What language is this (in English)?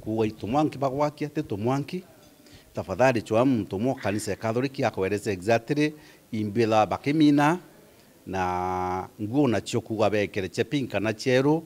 Meru